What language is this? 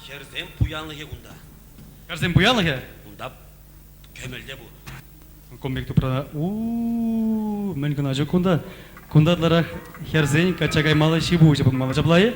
Chuvash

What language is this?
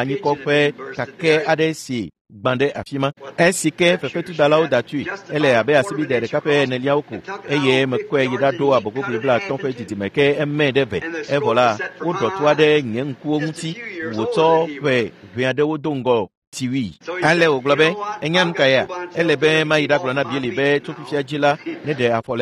Ewe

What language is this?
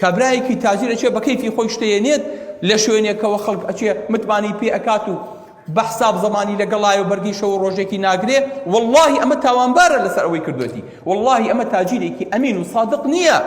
Central Kurdish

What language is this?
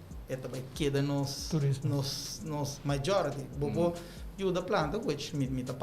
Papiamento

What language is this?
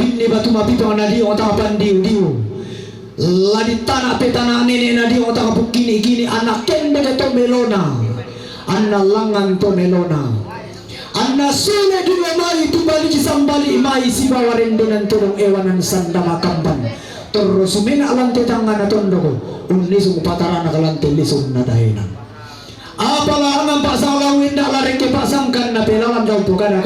Toraja-Sa'dan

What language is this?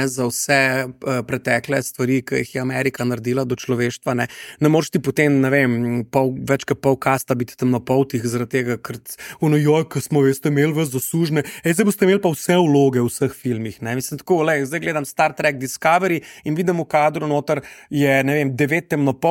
Slovenian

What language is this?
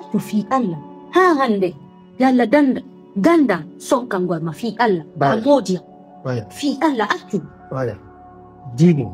Pular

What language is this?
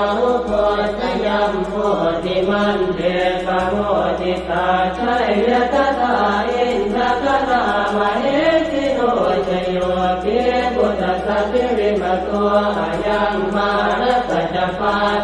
Pali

